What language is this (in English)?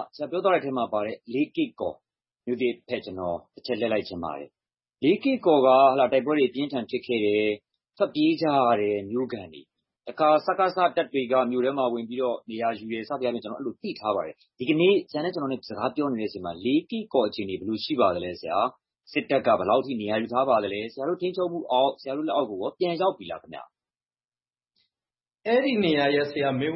Burmese